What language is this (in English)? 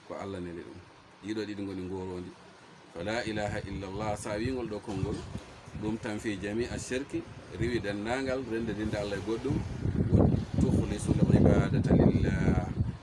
Fula